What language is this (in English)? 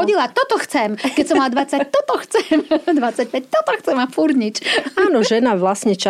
Slovak